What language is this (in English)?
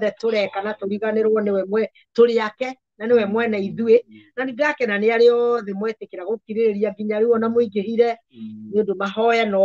Kikuyu